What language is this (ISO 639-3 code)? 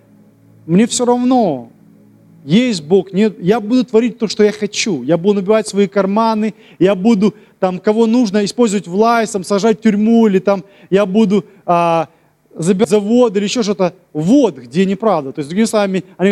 rus